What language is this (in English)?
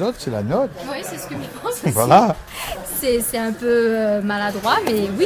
Réunion Creole French